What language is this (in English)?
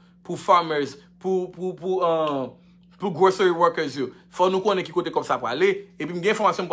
Haitian Creole